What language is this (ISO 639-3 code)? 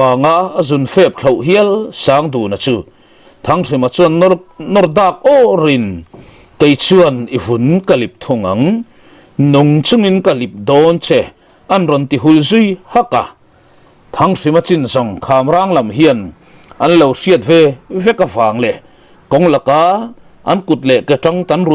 lus